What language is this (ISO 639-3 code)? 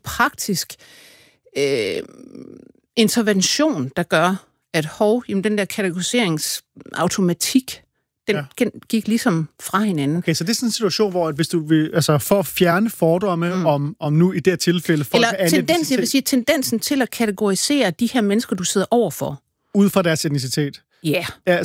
dan